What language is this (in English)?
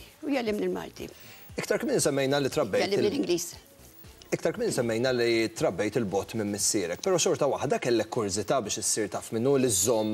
Maltese